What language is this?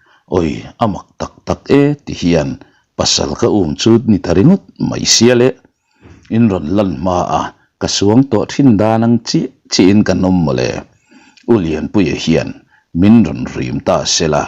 Mizo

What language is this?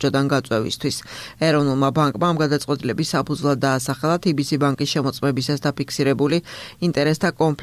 Georgian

